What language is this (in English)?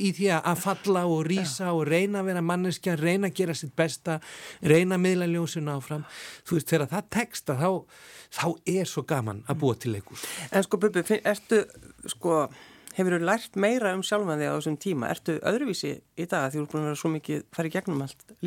Icelandic